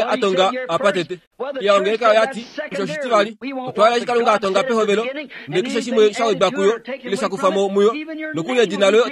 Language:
Kuanyama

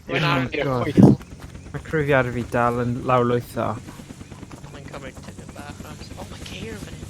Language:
Welsh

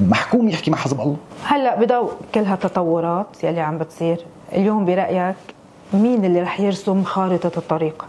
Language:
North Levantine Arabic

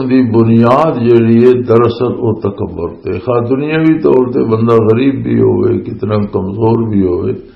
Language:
Western Panjabi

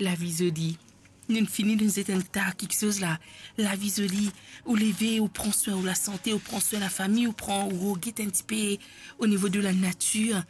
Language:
Morisyen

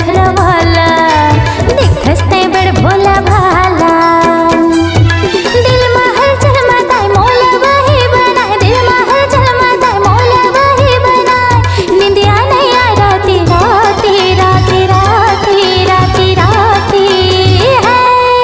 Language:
Chhattisgarhi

